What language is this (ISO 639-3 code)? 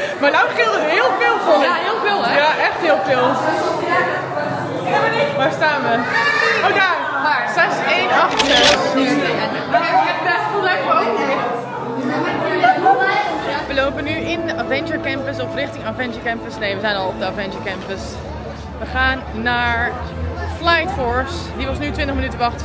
nld